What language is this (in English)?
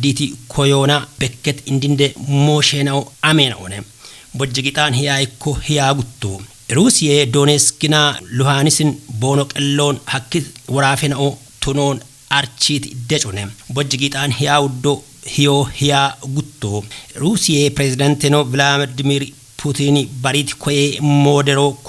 Kafa